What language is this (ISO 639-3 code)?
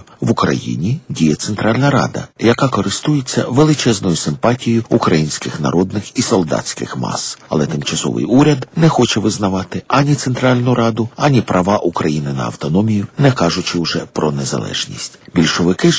ukr